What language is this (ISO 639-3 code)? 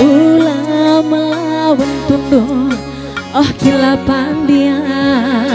btx